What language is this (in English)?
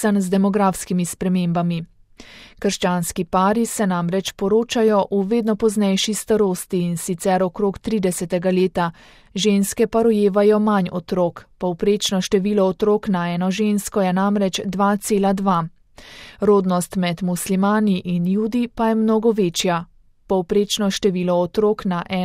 Slovenian